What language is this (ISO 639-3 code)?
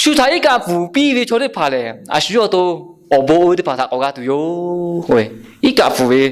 lhu